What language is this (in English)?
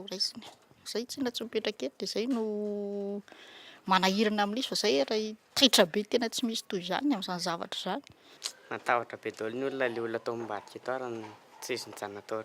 Malagasy